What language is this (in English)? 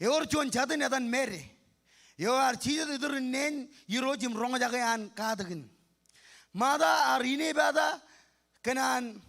Marshallese